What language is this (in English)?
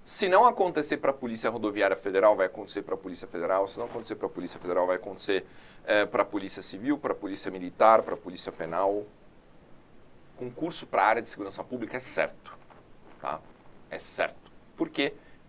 Portuguese